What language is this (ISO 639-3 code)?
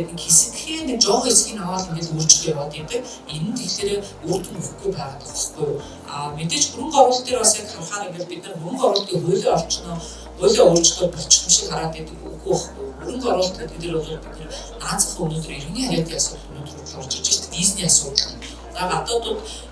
mon